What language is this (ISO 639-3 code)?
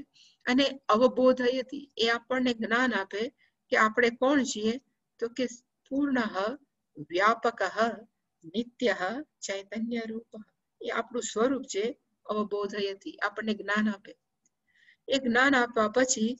guj